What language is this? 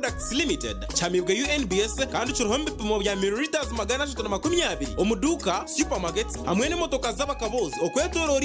Nyankole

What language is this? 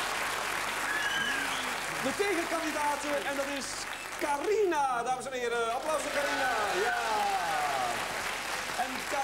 Dutch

